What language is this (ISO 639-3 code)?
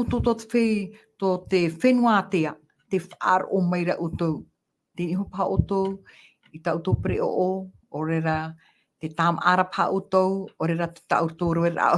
tah